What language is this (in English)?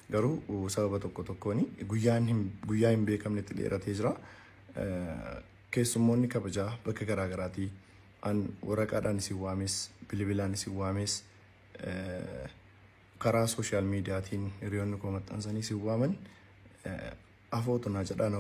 Oromo